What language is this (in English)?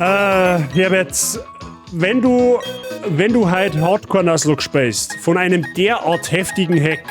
Bavarian